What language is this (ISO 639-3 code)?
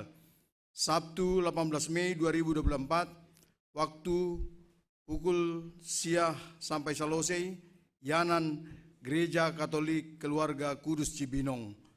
bts